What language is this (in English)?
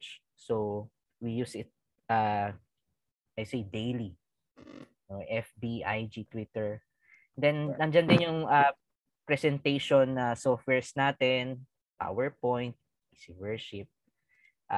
Filipino